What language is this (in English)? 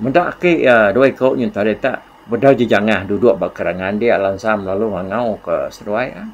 Iban